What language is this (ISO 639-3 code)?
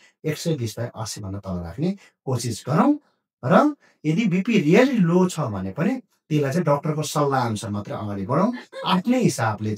nep